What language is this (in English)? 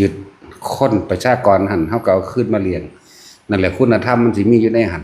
Northeastern Thai